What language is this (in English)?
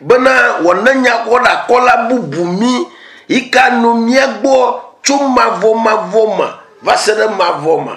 Ewe